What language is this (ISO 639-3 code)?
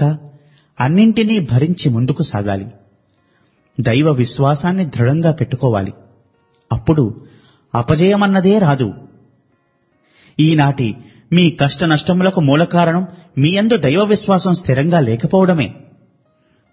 tel